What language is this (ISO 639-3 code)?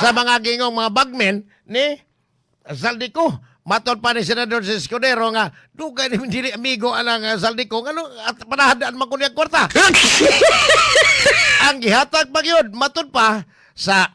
ceb